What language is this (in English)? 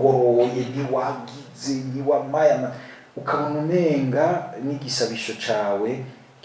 Rundi